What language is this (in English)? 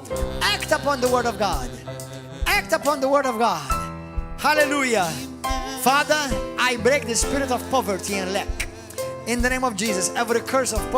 English